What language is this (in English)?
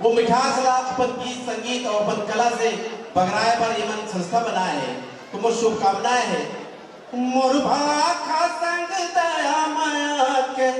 Chhattisgarhi